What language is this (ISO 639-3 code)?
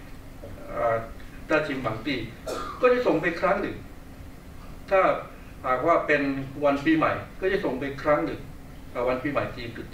tha